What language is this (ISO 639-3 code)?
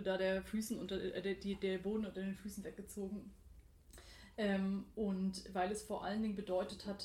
deu